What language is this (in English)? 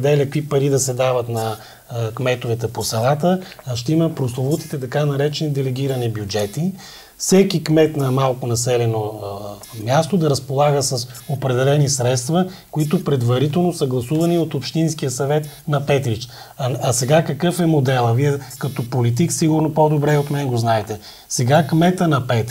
Bulgarian